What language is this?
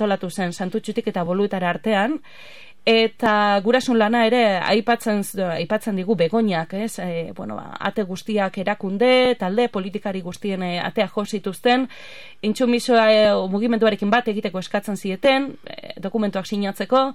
Basque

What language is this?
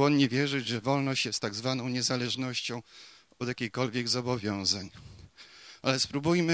Polish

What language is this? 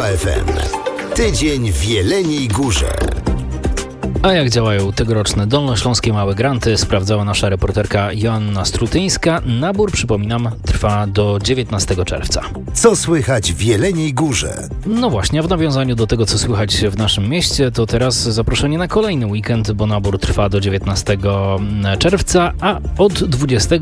Polish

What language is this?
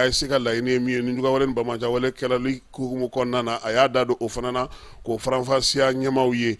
Bambara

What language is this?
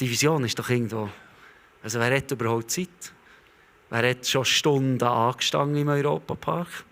Swiss German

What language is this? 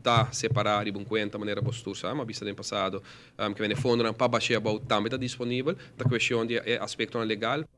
Papiamento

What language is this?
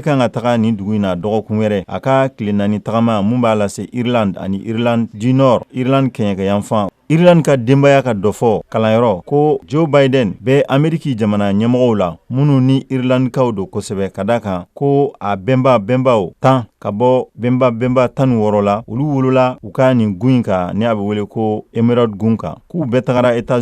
Bambara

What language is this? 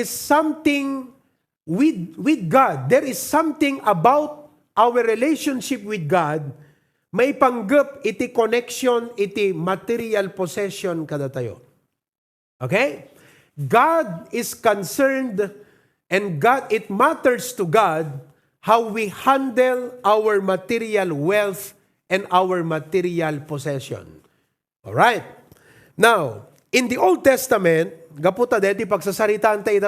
Iloko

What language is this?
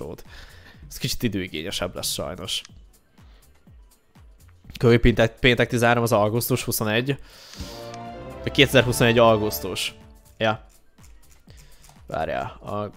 Hungarian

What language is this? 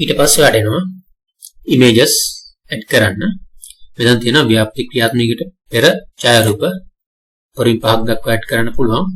Sinhala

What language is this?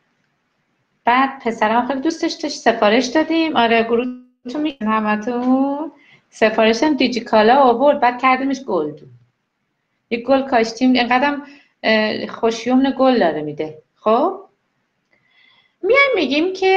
Persian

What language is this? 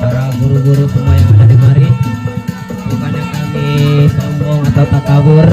Betawi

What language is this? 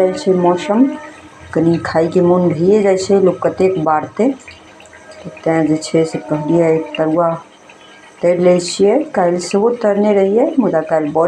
Maithili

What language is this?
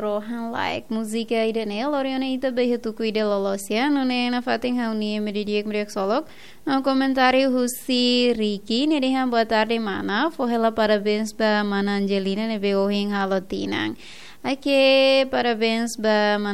Tetum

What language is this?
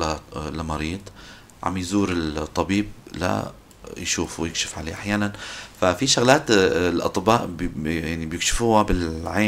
North Levantine Arabic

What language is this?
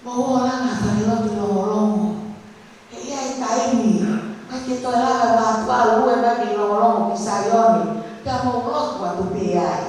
Tongan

